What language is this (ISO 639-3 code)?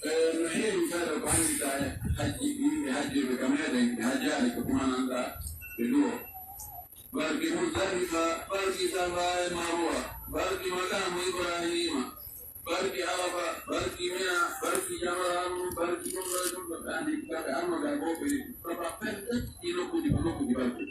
fuf